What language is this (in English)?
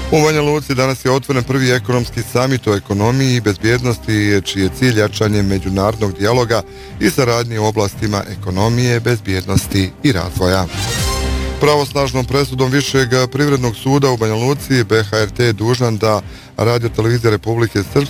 Bosnian